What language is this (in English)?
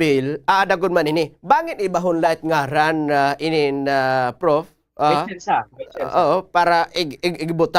Waray